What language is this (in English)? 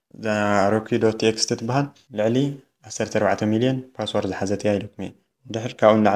Tigrinya